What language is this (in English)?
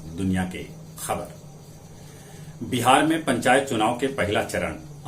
Magahi